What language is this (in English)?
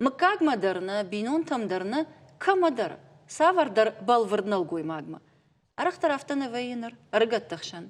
Ossetic